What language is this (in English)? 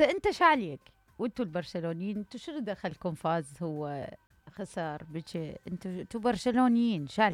Mesopotamian Arabic